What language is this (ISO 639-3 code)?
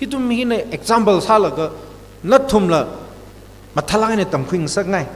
nmf